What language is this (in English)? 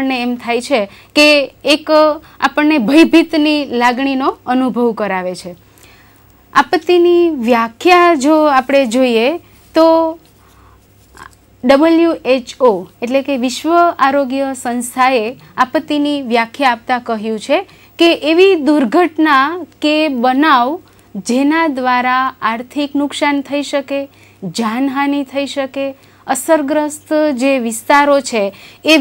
Gujarati